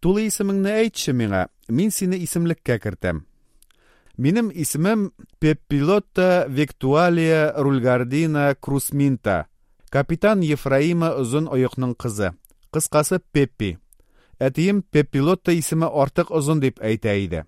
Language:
Tatar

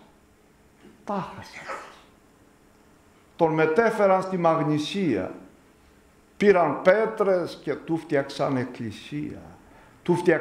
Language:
Greek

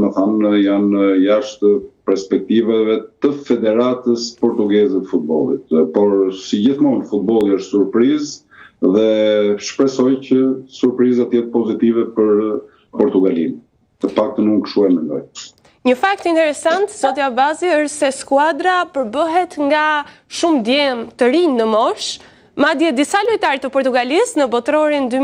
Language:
Albanian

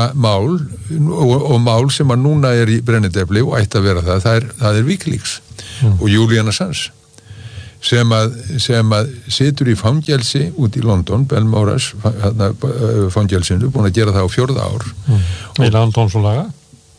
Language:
Icelandic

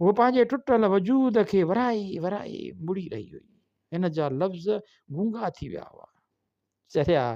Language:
Sindhi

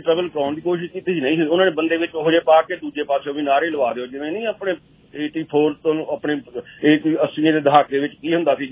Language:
Punjabi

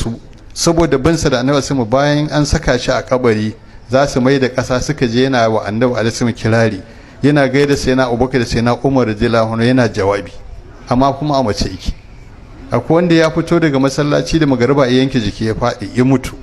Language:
Hausa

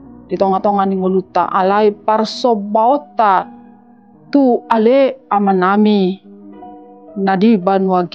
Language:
Batak Toba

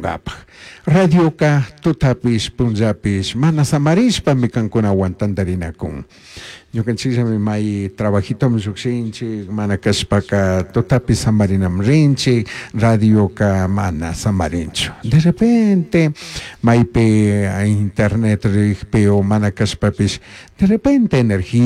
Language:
Chimborazo Highland Quichua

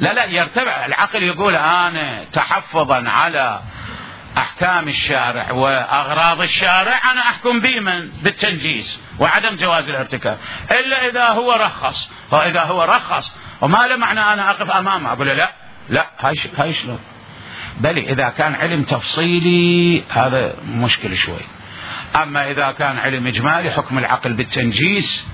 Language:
Mesopotamian Arabic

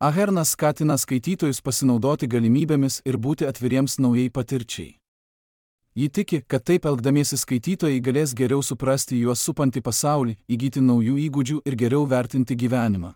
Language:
Lithuanian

